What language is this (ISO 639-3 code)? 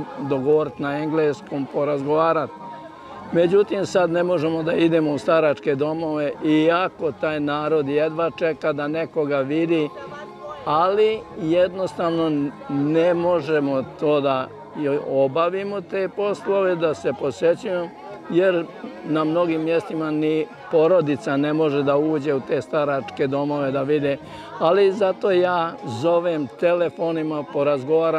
srp